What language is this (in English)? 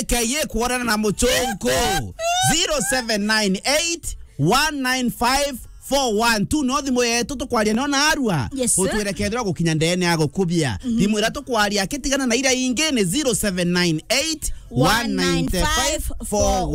Meru